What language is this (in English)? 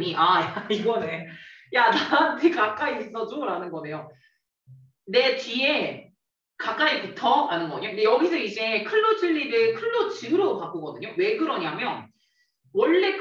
Korean